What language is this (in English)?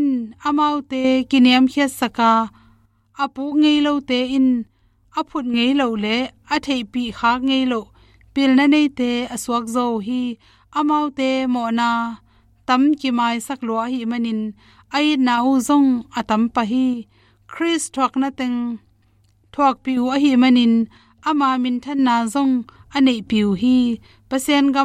Tedim Chin